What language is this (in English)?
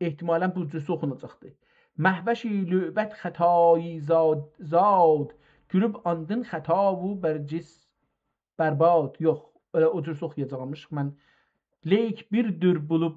South Azerbaijani